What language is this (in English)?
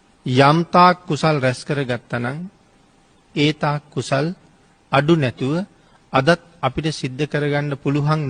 Sinhala